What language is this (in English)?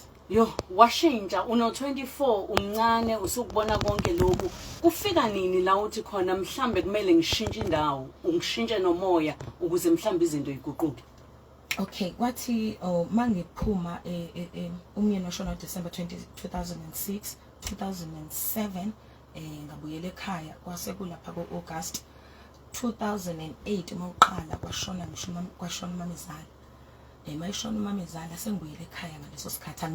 Zulu